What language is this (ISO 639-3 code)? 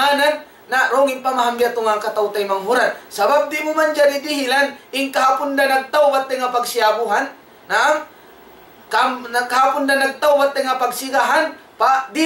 tsg